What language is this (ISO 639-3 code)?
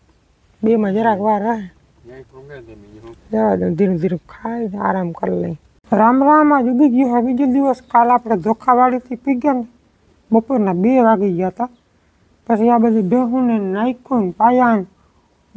guj